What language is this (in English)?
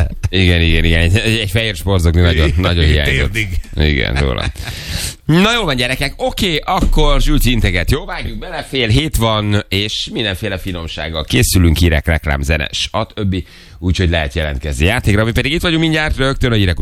Hungarian